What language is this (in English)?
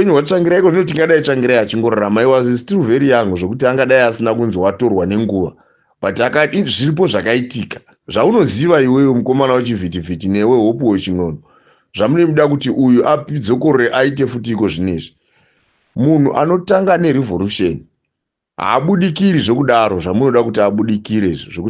Shona